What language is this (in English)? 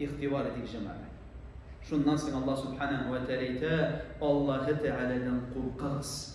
Tatar